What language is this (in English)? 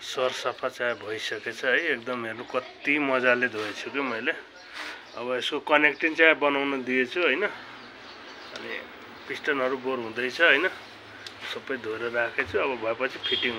Nepali